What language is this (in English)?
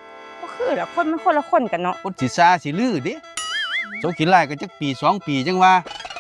Northeastern Thai